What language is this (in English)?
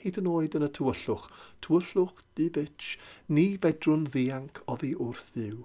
Welsh